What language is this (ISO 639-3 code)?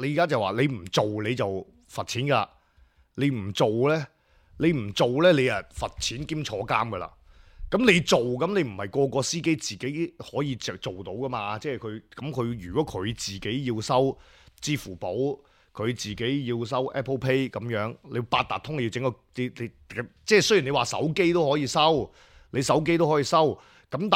yue